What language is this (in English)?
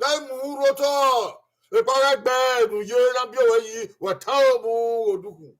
Bini